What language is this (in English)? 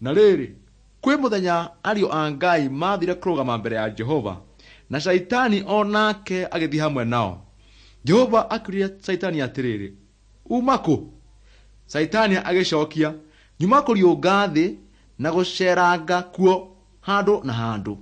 Kikuyu